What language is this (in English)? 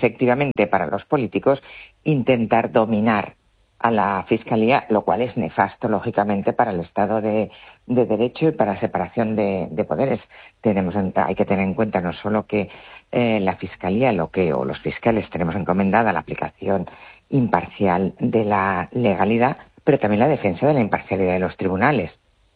Spanish